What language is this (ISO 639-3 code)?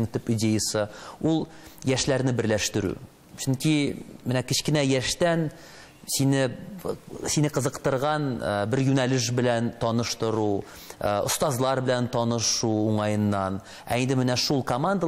tat